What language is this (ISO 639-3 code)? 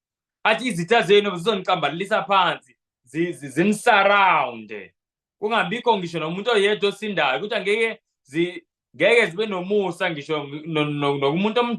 zul